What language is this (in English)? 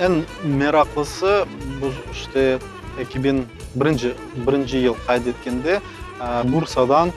Crimean Tatar